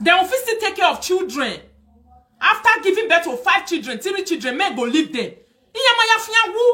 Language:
Nigerian Pidgin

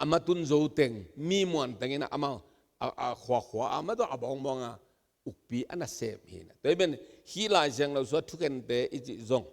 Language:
Tedim Chin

